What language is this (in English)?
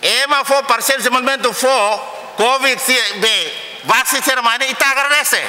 Tetum